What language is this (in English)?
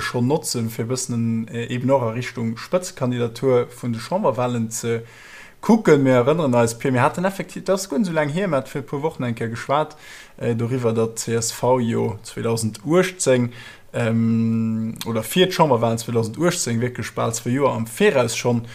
Luxembourgish